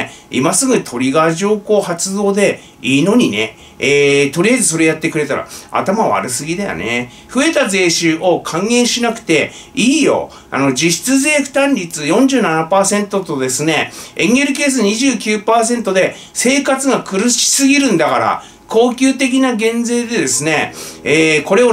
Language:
Japanese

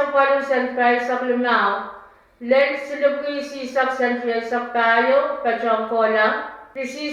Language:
Pohnpeian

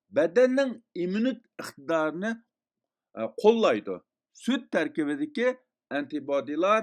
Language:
Uyghur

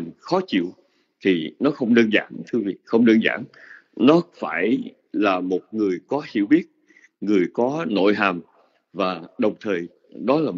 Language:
Vietnamese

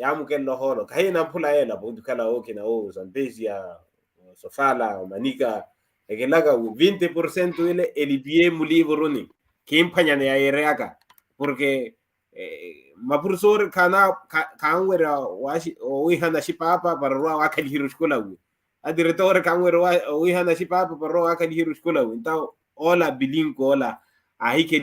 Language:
Makhuwa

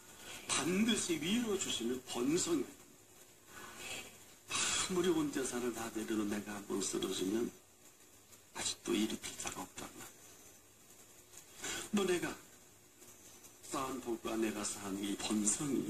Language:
Korean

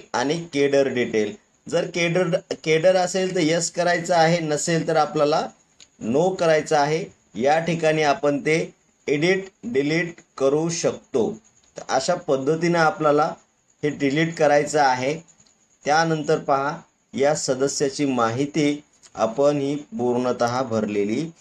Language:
Marathi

